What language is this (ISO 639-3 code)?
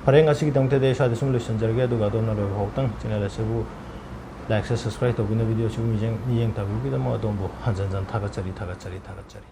mni